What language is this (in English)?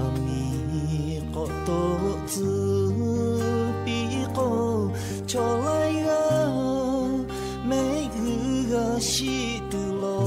Lahu